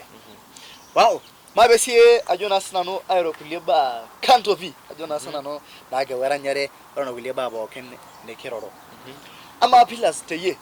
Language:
Masai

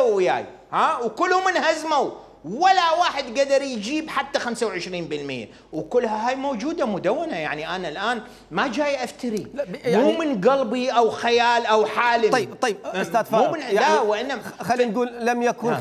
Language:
Mesopotamian Arabic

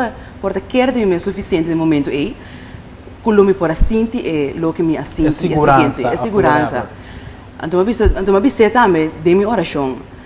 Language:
Papiamento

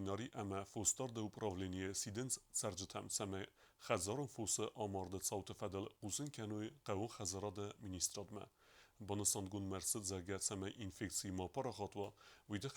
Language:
Ossetic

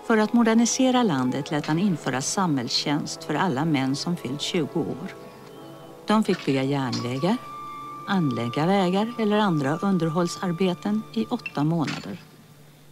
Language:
Swedish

